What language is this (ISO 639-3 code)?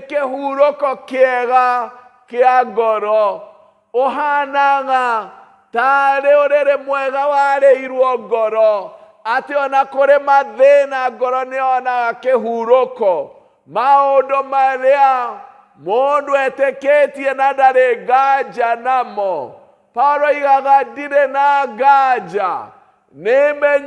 kik